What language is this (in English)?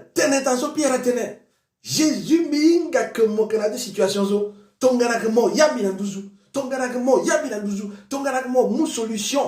Sango